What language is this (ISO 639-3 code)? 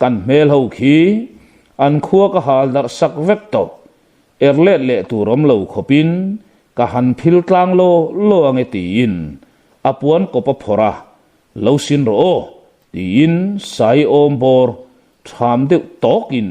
lus